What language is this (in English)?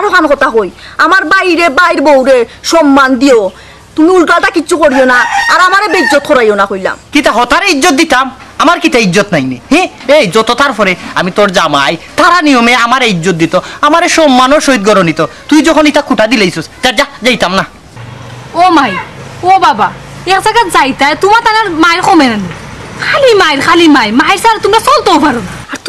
Sylheti